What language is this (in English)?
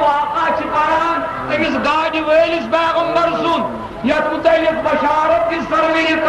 Kashmiri